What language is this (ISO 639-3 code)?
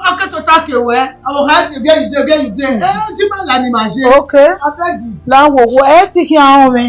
bin